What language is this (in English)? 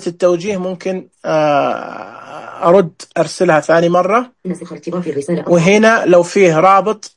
Najdi Arabic